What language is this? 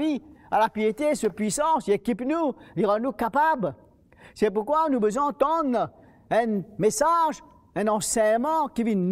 Morisyen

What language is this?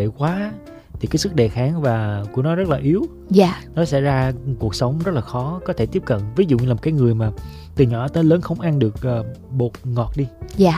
Vietnamese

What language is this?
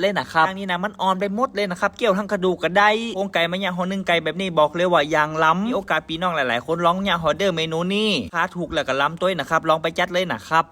Northern Thai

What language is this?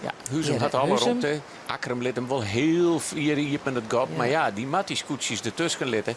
Western Frisian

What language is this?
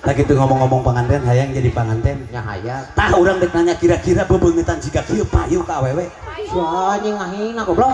Sundanese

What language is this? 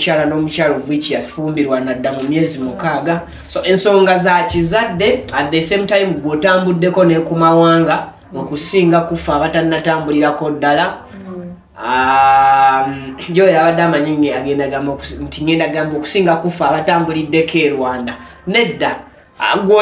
Ganda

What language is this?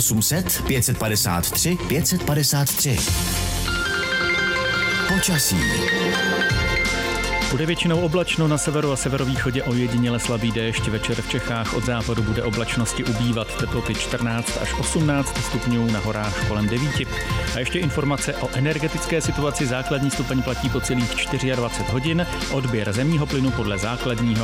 Czech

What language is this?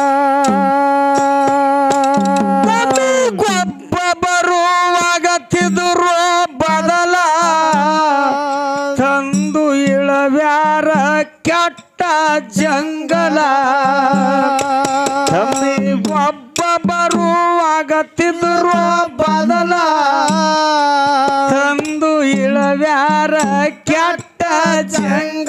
Kannada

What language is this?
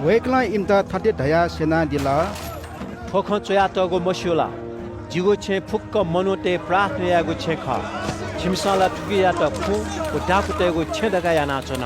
Newari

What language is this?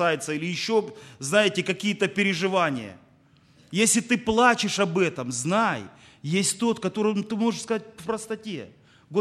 Russian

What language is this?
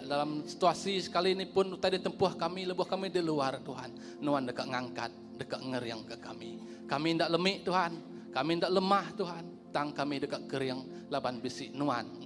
Iban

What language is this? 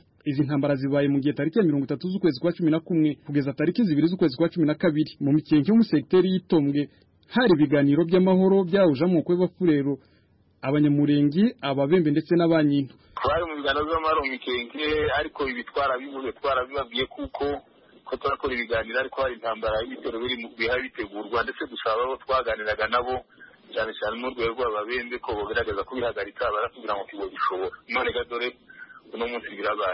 Kinyarwanda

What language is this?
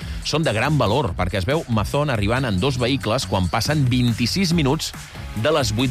Catalan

